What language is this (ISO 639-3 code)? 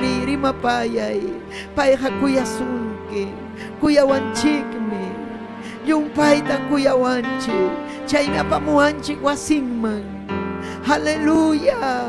quy